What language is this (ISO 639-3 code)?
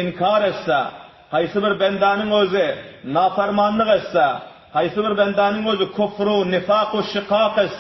tuk